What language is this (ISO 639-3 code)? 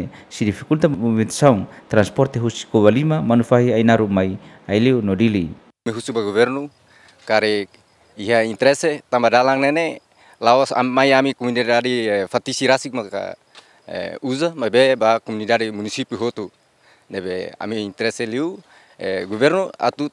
tet